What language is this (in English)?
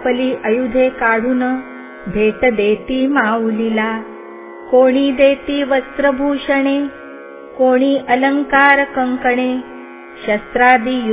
Marathi